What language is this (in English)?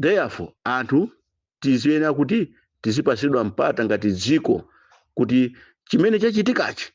Nyanja